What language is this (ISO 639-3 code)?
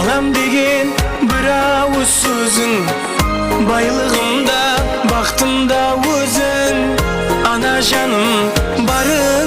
kaa